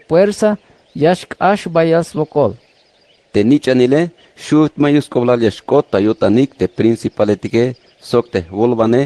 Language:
Tzeltal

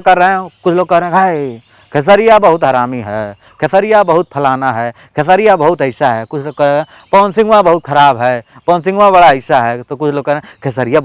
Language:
Bhojpuri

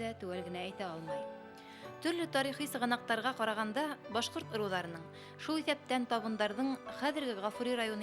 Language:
Bashkir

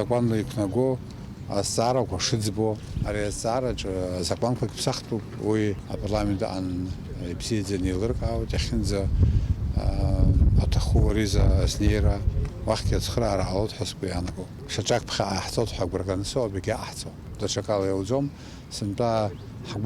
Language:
Abkhazian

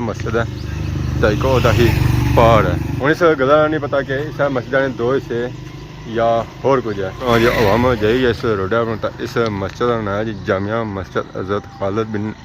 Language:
Pahari-Potwari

